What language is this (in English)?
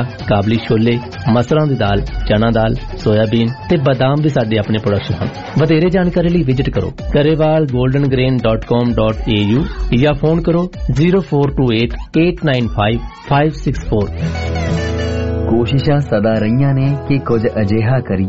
Punjabi